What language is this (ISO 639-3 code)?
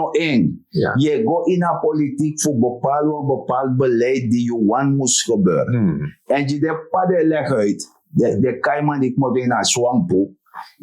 srn